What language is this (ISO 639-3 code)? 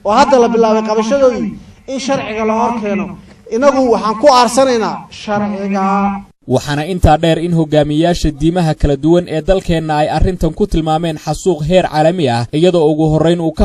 som